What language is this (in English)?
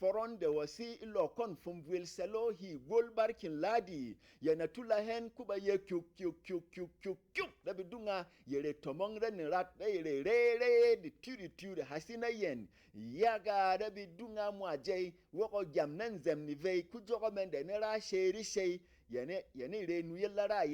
Berom